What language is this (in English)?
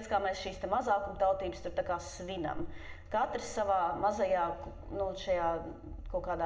Latvian